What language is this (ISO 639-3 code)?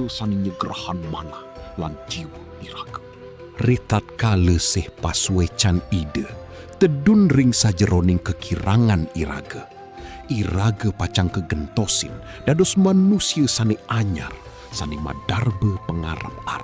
ban